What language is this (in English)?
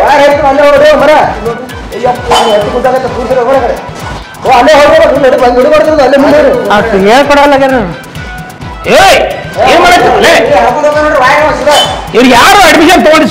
Kannada